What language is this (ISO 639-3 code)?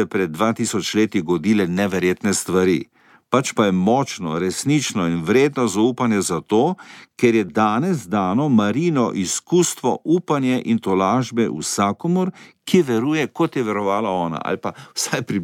slv